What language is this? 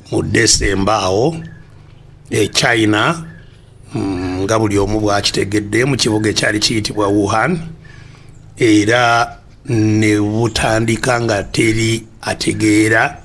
Ganda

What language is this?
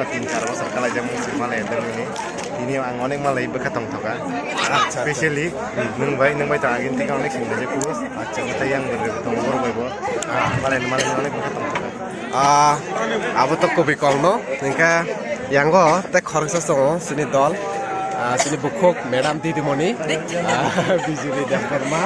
Kok Borok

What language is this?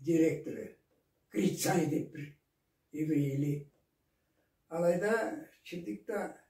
Karachay-Balkar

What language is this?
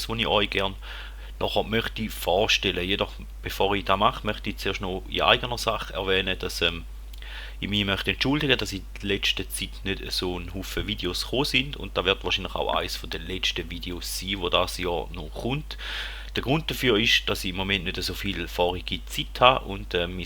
Swiss German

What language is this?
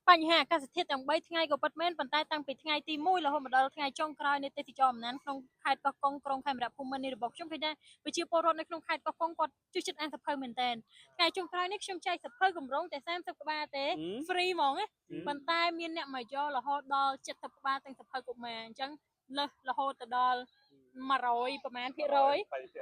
Khmer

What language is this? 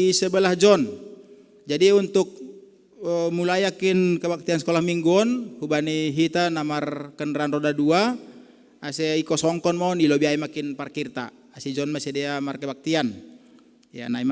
Batak Simalungun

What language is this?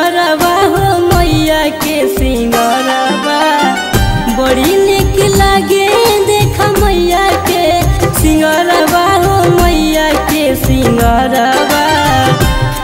Bhojpuri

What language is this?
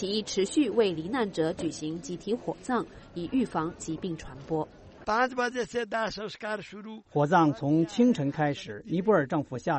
Chinese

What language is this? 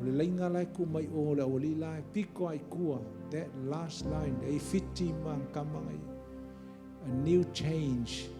Samoan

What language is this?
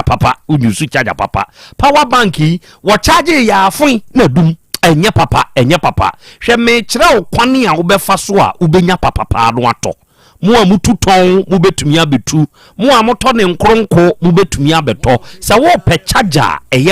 Akan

